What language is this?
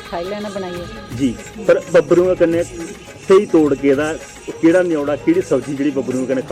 Dogri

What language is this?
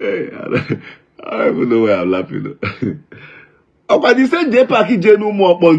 Igbo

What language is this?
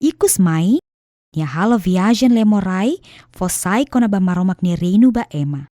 Tetum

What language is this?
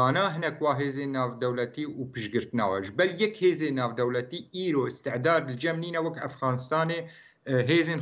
Kurdish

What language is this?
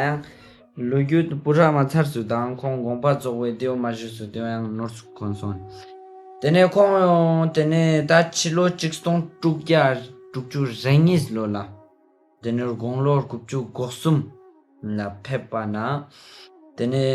Ladakhi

